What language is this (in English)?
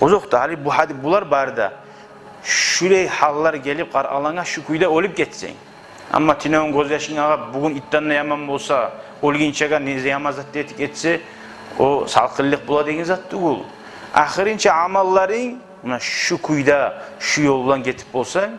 Kumyk